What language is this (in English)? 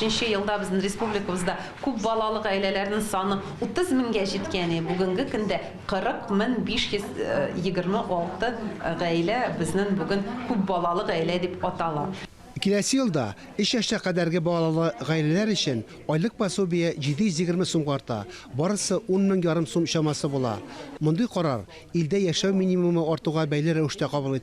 Tatar